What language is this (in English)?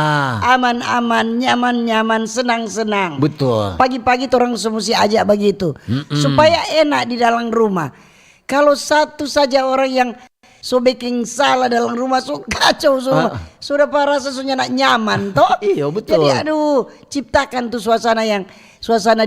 Manado Malay